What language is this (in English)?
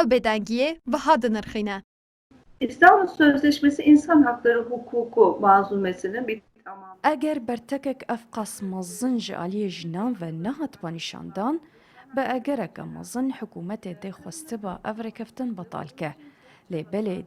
Kurdish